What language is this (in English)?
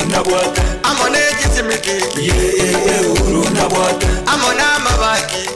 Gusii